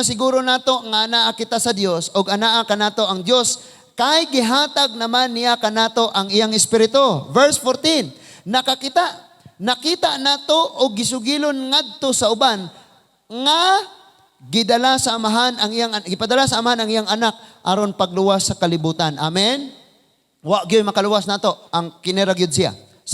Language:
Cebuano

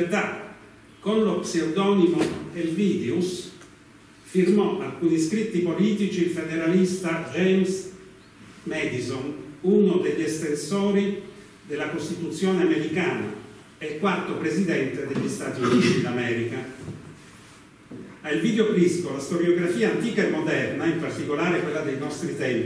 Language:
Italian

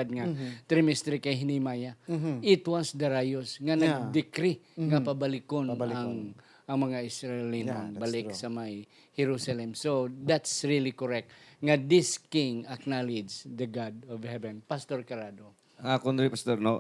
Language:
Hiligaynon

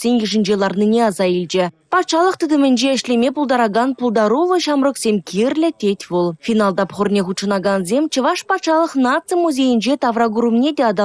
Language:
Chuvash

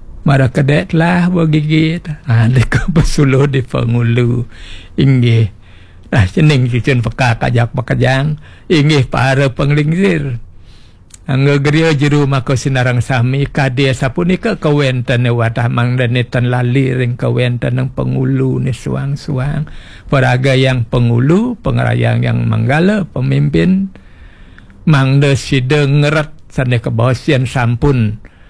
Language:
Balinese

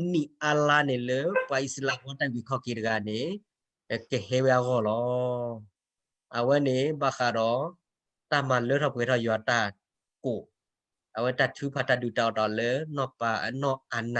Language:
S'gaw Karen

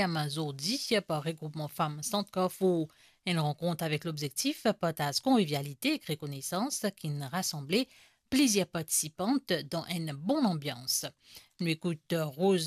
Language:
Morisyen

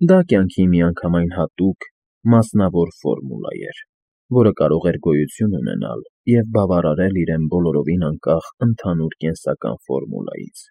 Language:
Armenian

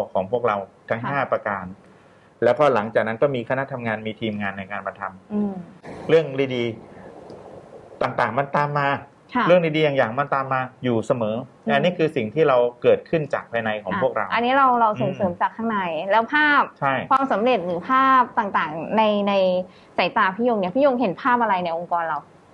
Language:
Thai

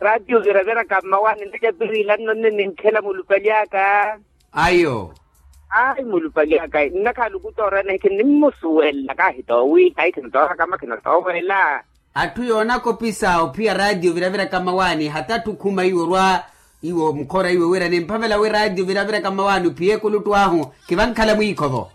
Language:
Makhuwa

